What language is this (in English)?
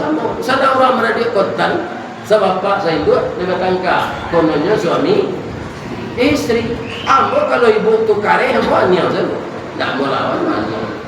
Minangkabau